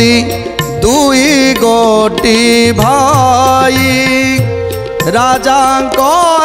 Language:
Odia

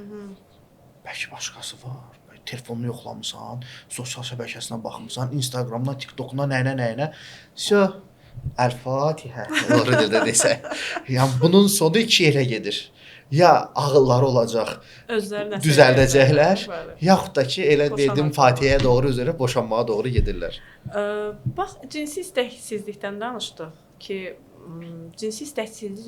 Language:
Azerbaijani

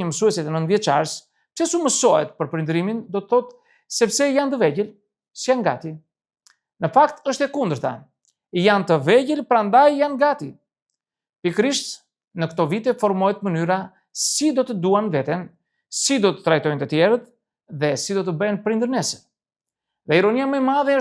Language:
Albanian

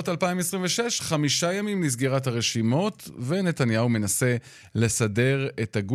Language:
Hebrew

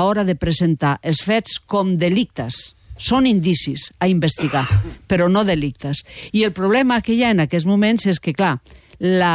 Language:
Catalan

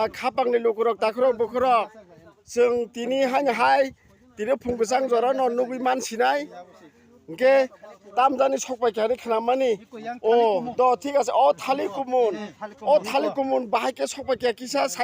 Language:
Kok Borok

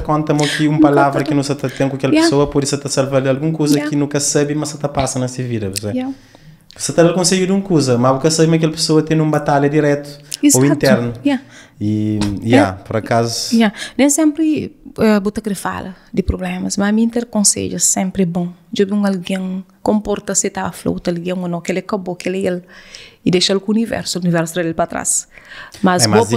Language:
Kabuverdianu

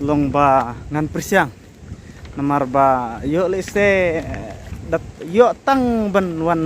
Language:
Khasi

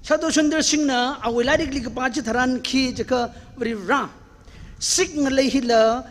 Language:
Tangkhul Naga (India)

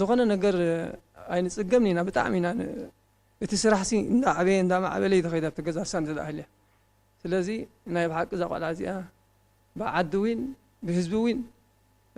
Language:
Tigrinya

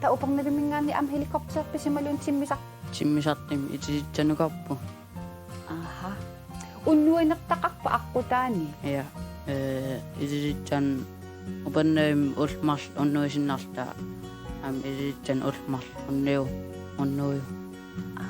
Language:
Kalaallisut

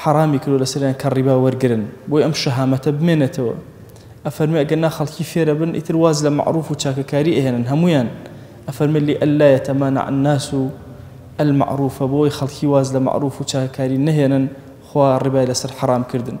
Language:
Central Kurdish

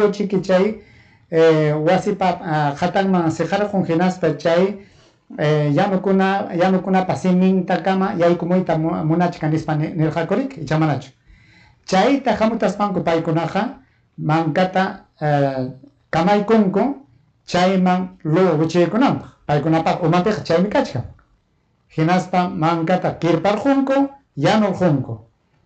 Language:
Ayacucho Quechua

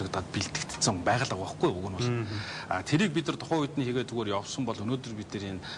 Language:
Mongolian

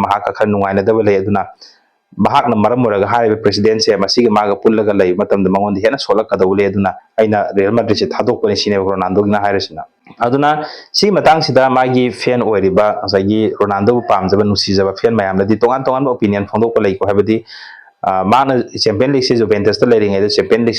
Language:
Manipuri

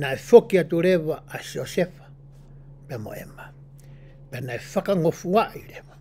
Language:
Tongan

